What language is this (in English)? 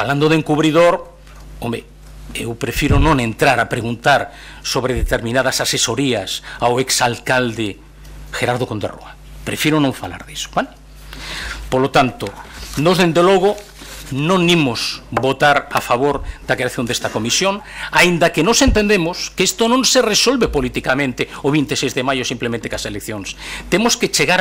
Galician